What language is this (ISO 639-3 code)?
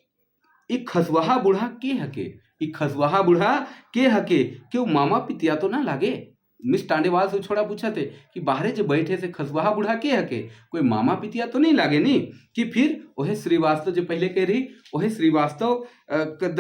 sck